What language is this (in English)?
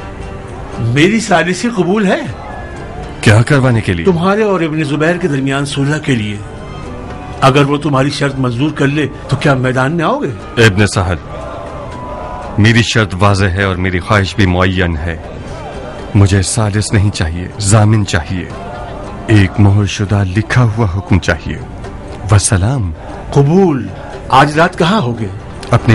Urdu